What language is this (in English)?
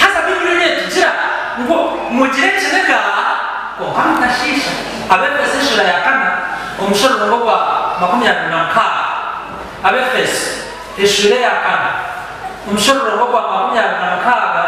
Nyankole